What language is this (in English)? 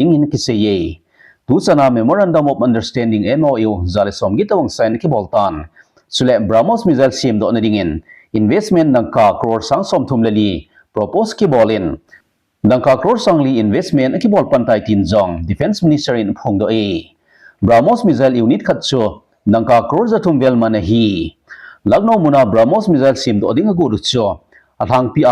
Thado Chin